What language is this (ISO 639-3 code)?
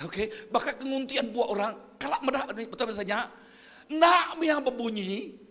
iba